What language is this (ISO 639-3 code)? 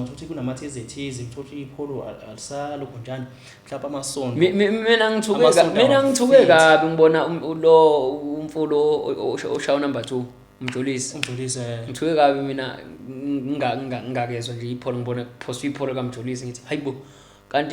zul